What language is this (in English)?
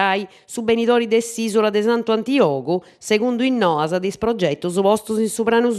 Sardinian